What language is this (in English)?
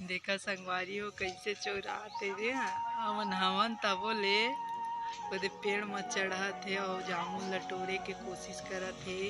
Chhattisgarhi